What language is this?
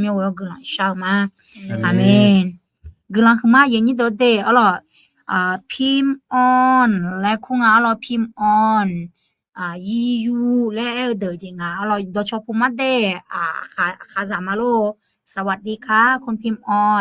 Akha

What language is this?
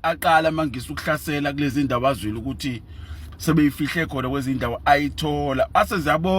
Zulu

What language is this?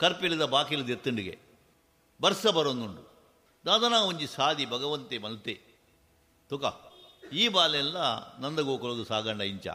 Tulu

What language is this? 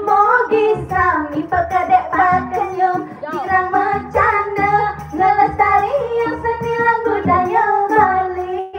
Balinese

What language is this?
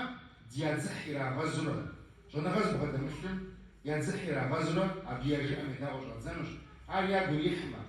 Kabardian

